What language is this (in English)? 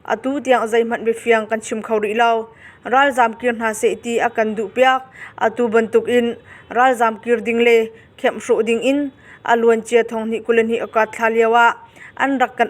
Hakha Chin